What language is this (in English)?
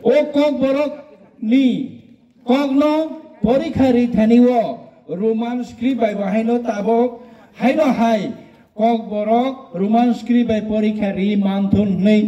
Kok Borok